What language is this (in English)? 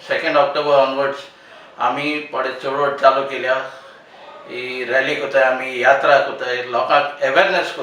Konkani